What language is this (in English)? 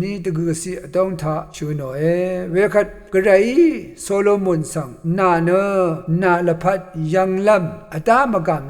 Rawang